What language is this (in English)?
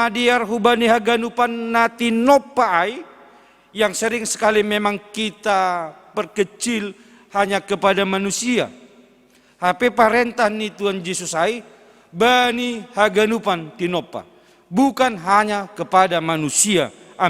Batak Simalungun